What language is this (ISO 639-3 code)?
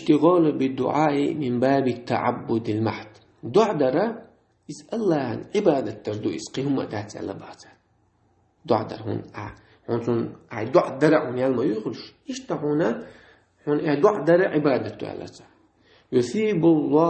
che